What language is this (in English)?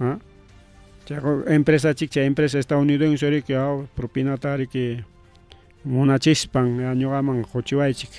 Ayacucho Quechua